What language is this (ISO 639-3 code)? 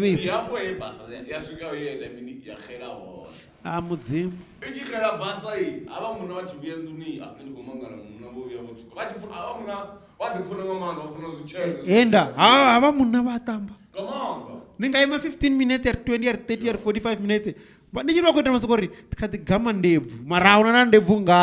ven